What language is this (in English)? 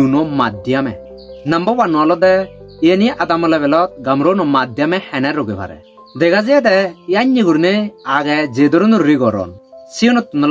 Chakma